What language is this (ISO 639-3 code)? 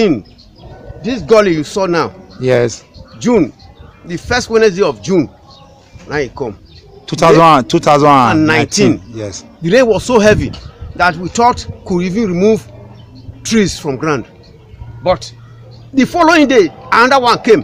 pcm